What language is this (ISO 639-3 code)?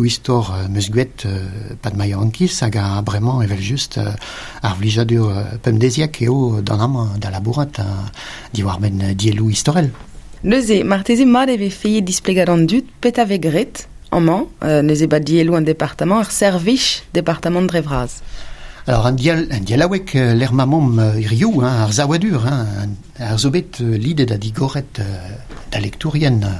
bre